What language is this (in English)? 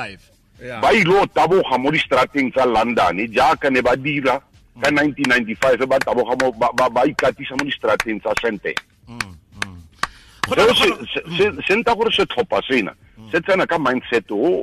Tswana